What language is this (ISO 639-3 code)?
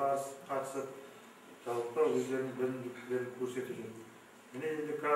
kaz